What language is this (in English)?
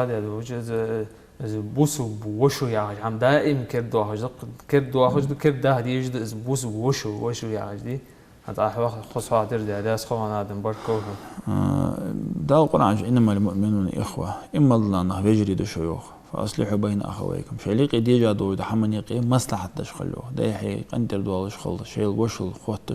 Ingush